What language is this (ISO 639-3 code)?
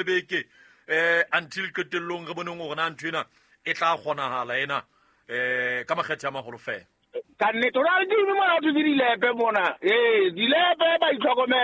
sot